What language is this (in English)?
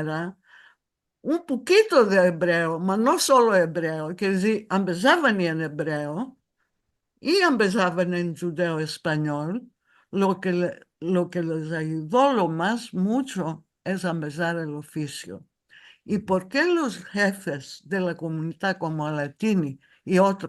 Ladino